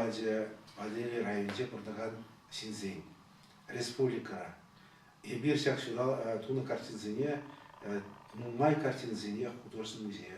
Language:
Chuvash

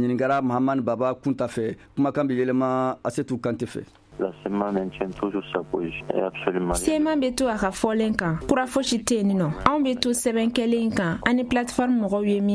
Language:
Bambara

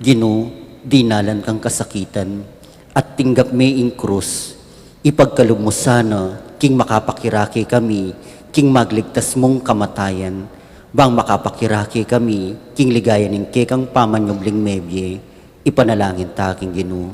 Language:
Pampanga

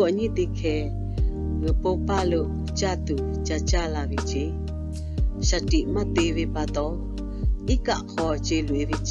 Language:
Lahu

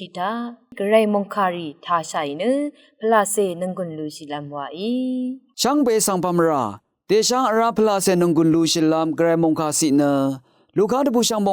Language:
Rawang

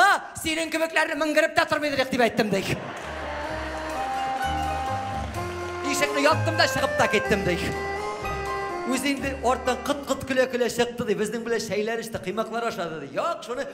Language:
Tatar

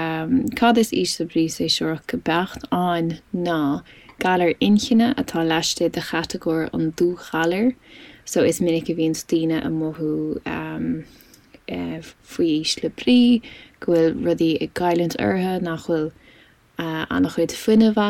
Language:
Irish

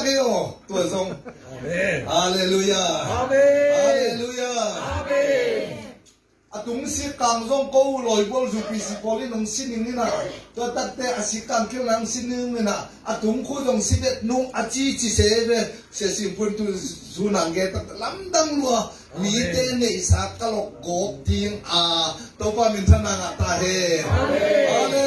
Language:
Tedim Chin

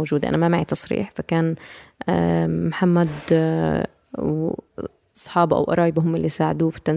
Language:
North Levantine Arabic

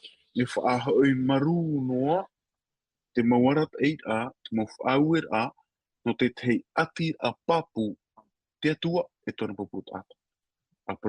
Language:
Tahitian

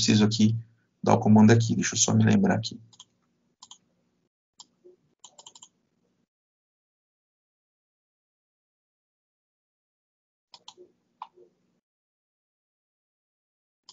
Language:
Portuguese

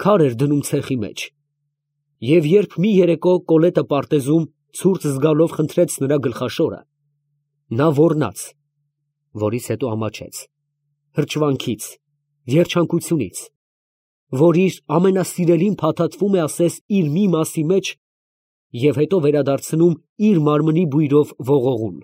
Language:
Armenian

